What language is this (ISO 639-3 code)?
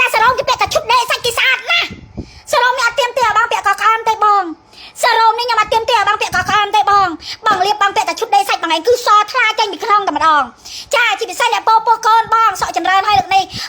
khm